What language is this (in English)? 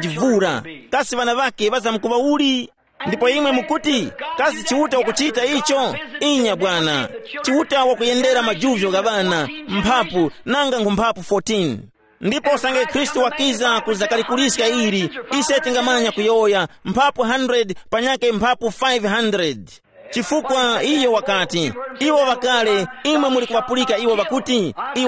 Tumbuka